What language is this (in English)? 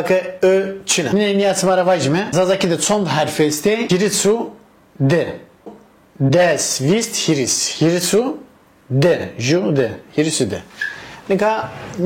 Zaza